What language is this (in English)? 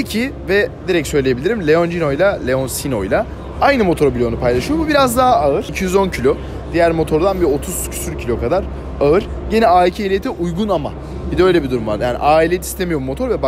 Turkish